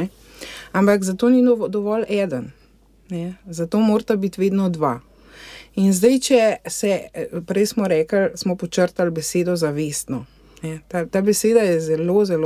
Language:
Slovenian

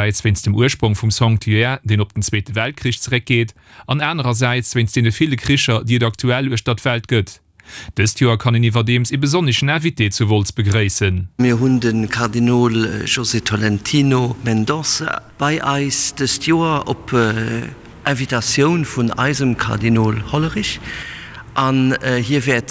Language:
Luxembourgish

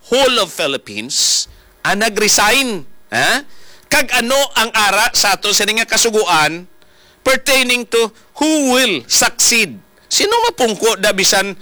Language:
Hiligaynon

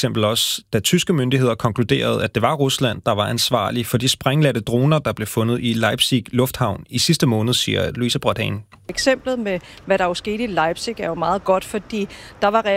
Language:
Danish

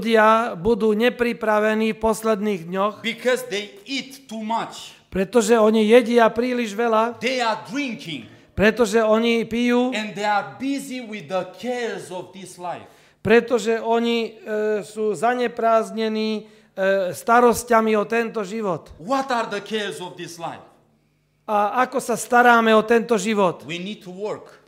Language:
Slovak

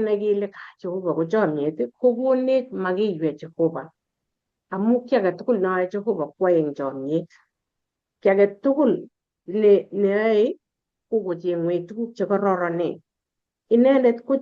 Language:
Kalenjin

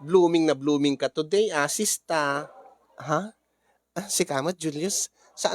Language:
Iloko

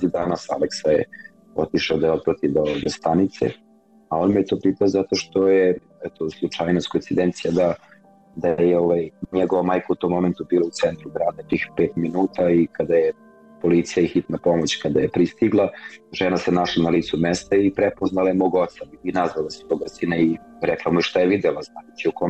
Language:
Serbian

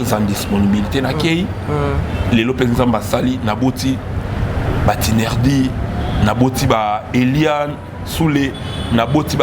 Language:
Lingala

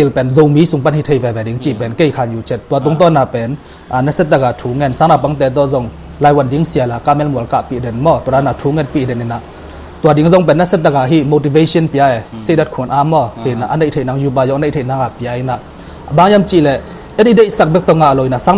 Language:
Tedim Chin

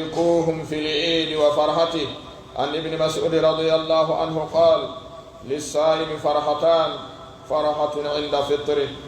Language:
Pular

